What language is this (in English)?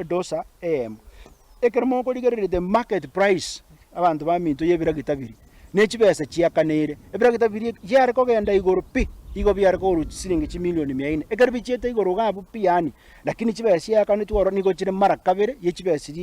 Gusii